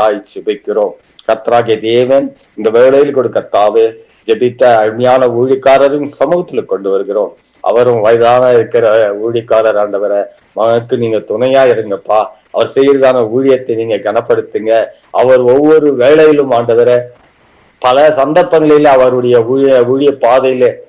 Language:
Tamil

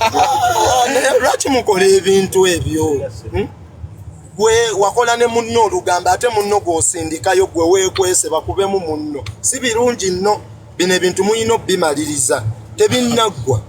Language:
Ganda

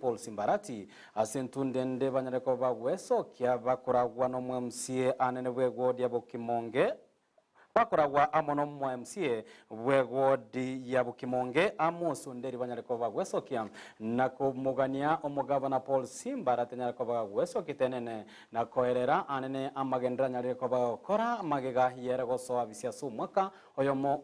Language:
Gusii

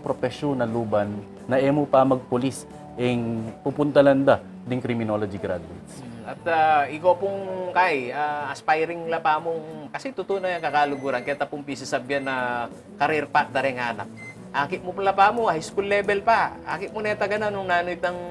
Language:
Pampanga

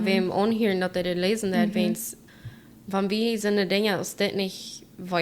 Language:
Plautdietsch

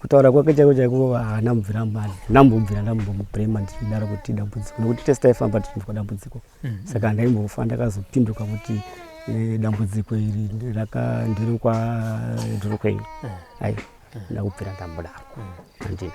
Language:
Shona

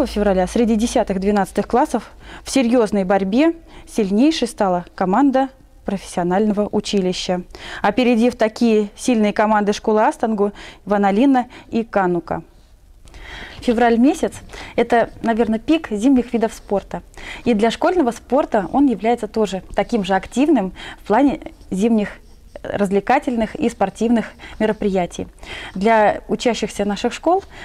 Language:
Russian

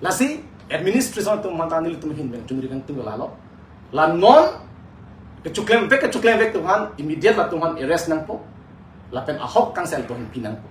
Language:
Karbi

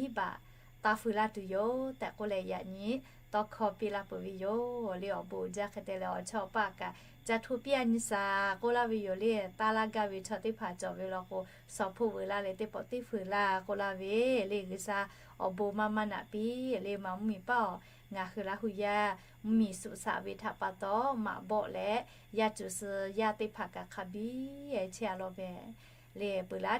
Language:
Lahu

